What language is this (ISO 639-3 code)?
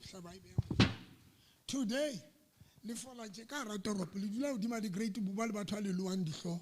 sot